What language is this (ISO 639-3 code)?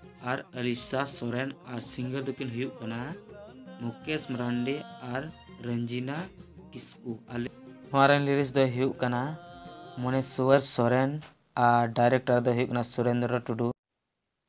sat